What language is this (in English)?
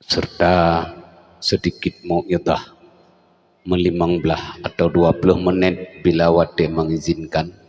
Achinese